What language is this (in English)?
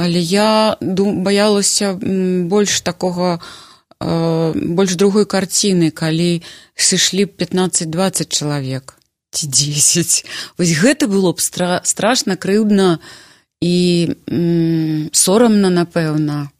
Belarusian